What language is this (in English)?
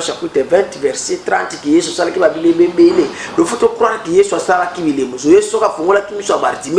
Lingala